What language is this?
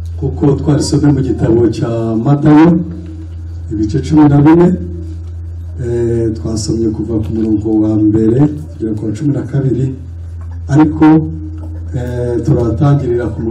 Kinyarwanda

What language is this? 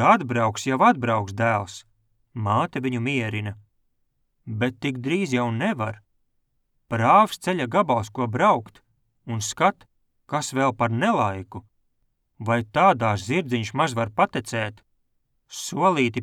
Latvian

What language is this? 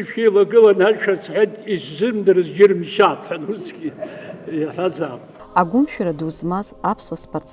Abkhazian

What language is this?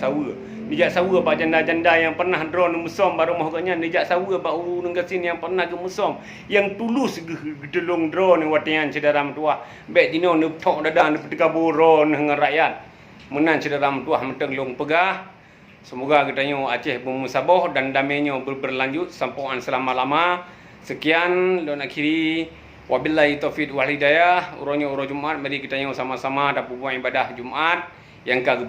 Achinese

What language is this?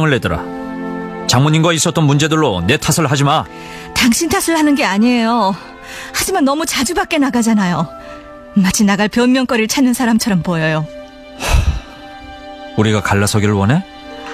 Korean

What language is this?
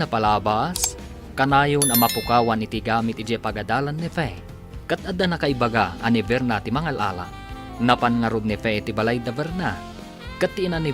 Iloko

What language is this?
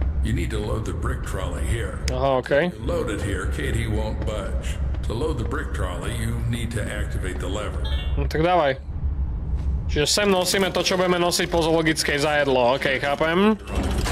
Slovak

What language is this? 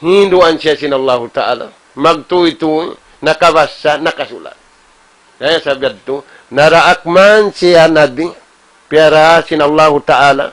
Tausug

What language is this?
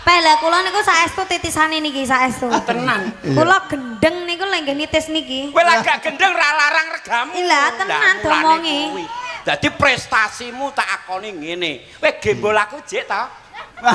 Javanese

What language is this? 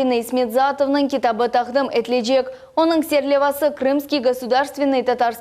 Crimean Tatar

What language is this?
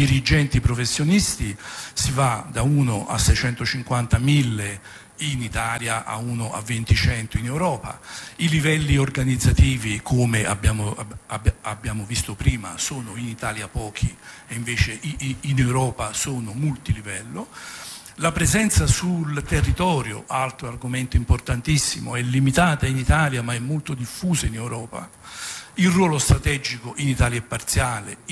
Italian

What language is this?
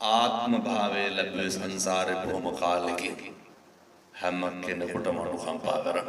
Sinhala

